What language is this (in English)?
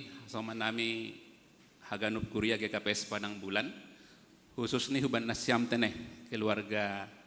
Batak Simalungun